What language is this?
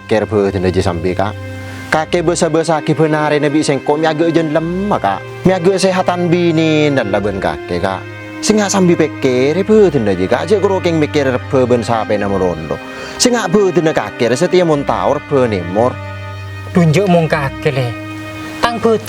Madurese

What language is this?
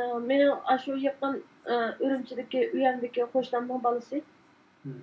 Uyghur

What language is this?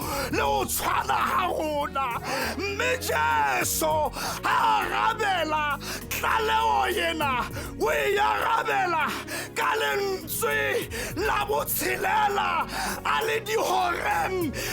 Southern Sotho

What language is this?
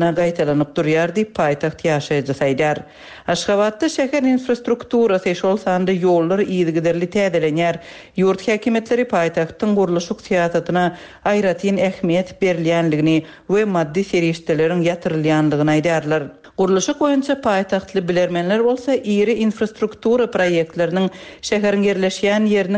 Turkmen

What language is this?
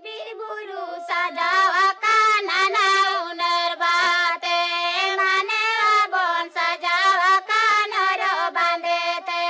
Santali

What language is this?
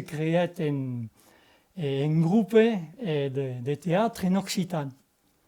Occitan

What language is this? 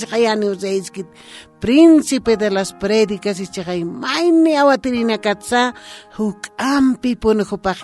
Aymara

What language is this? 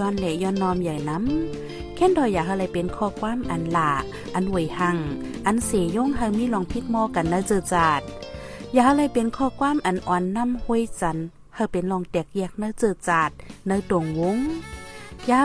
Shan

